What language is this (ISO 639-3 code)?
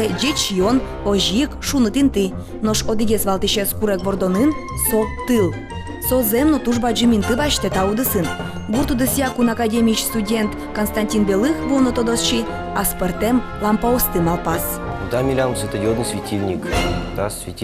udm